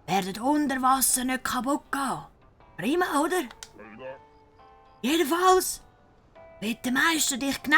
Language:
Swiss German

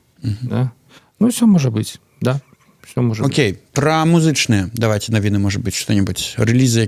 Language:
Belarusian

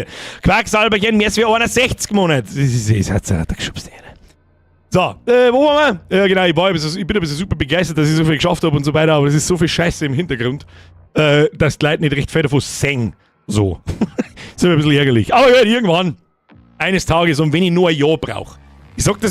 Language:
Bavarian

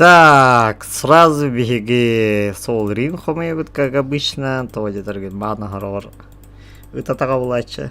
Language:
Yakut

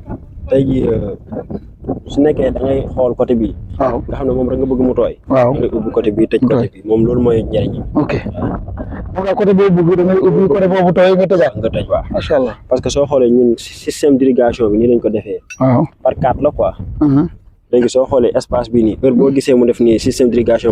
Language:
Wolof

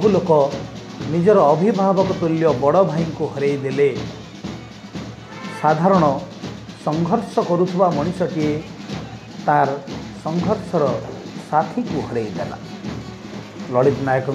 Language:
Odia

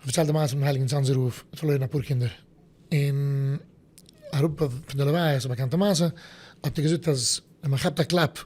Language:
Yiddish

